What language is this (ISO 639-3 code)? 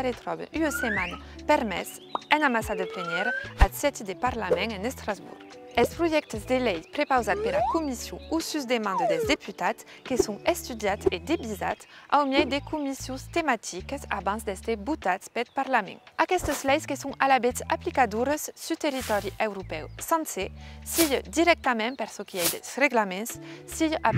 oci